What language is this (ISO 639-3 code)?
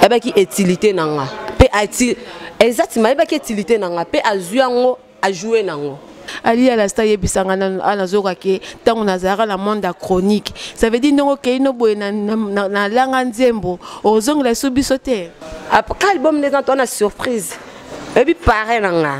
lin